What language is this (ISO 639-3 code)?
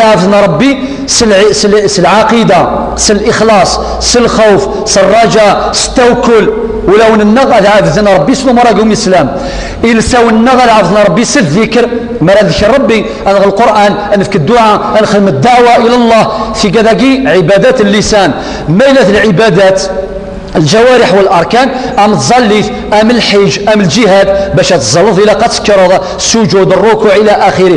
kab